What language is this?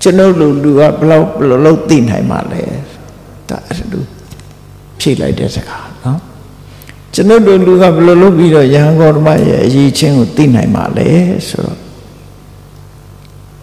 Burmese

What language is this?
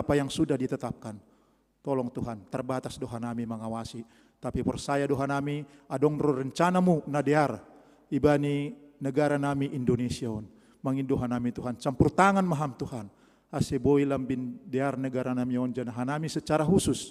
Batak Simalungun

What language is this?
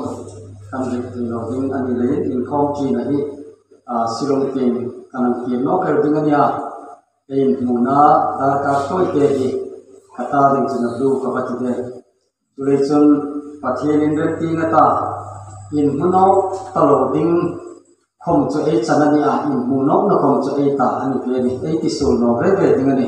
Hmar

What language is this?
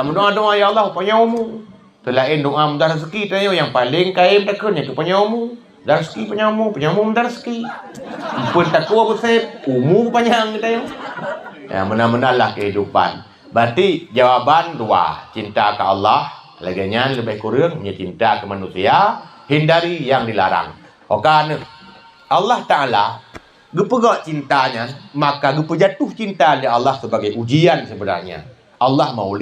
Achinese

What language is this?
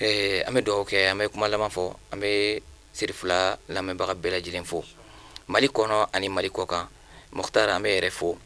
Bambara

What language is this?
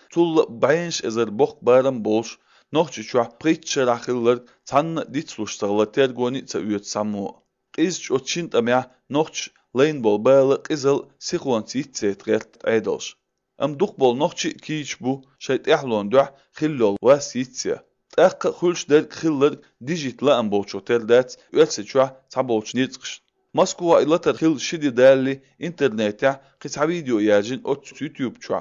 Chechen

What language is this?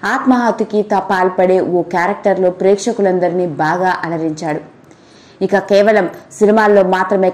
Telugu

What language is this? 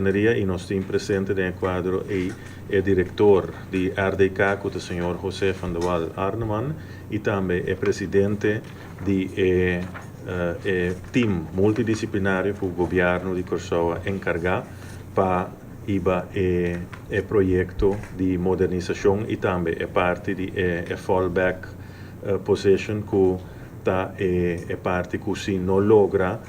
Papiamento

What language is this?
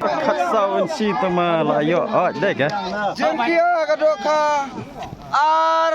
Khasi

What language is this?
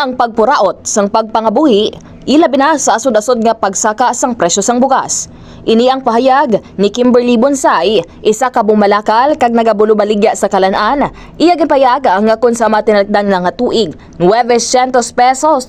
Hiligaynon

